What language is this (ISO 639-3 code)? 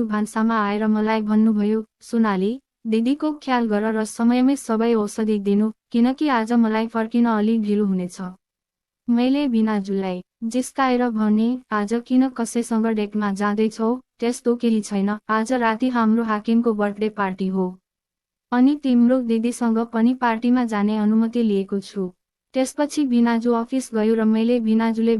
nep